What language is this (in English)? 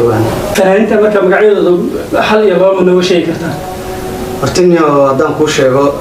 Somali